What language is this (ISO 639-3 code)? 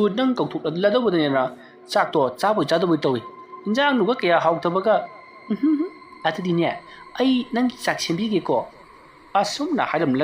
mni